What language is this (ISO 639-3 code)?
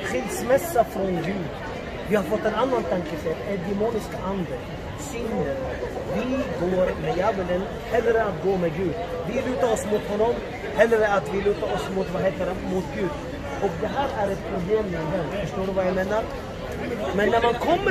swe